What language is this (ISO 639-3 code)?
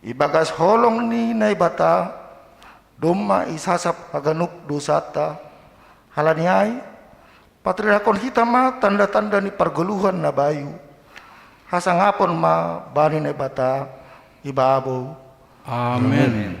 bts